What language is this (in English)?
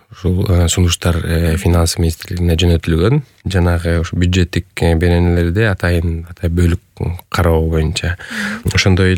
Kyrgyz